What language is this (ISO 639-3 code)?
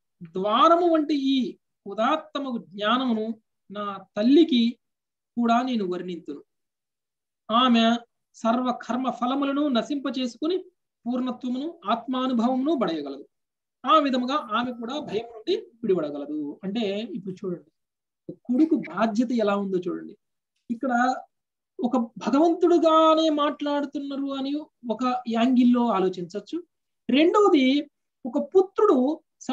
tel